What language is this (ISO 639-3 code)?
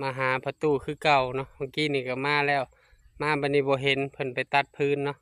lao